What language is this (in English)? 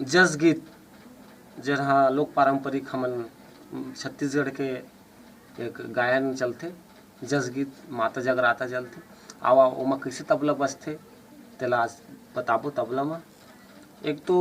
Chhattisgarhi